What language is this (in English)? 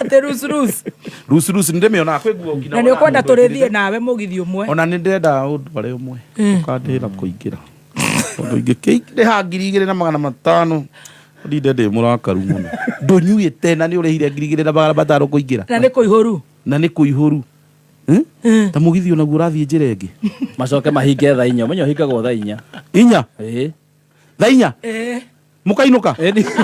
Kikuyu